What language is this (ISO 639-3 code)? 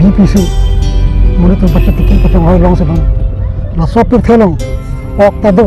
mjw